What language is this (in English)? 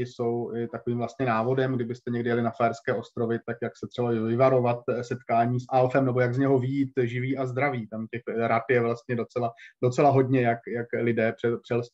Czech